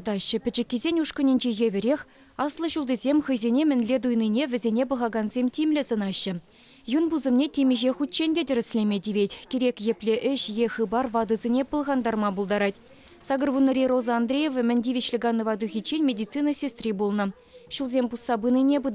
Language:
Chuvash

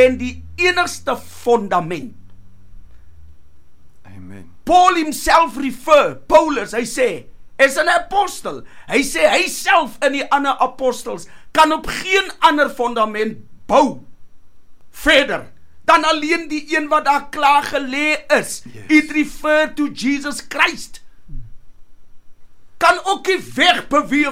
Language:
Afrikaans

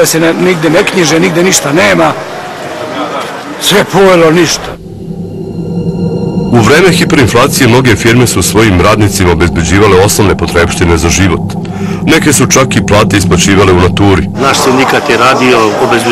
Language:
Serbian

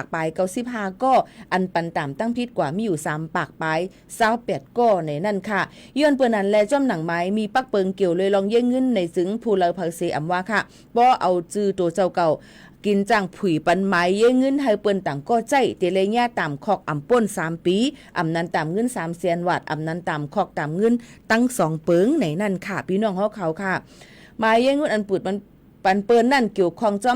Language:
Shan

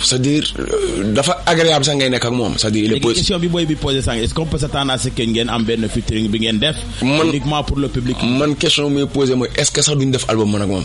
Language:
Wolof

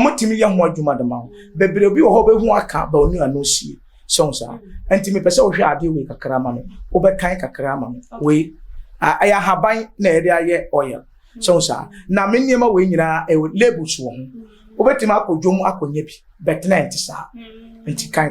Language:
Akan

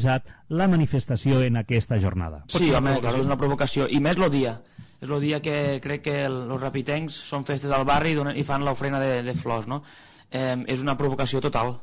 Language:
Catalan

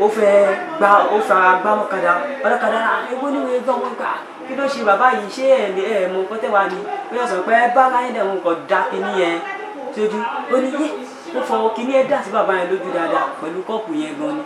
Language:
Yoruba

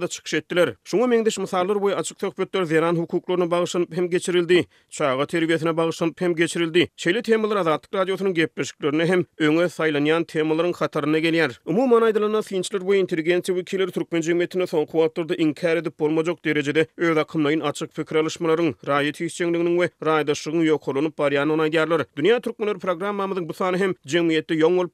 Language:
Turkmen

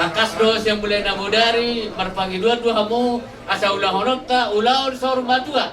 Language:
Batak Toba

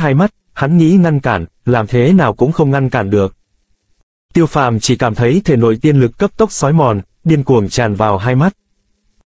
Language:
Vietnamese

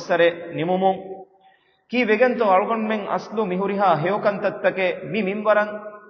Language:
Divehi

